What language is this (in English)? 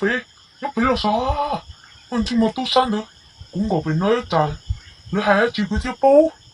Hmong